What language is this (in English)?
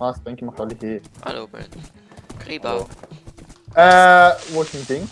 Swiss German